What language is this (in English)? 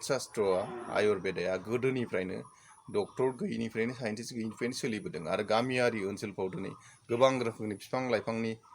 Bodo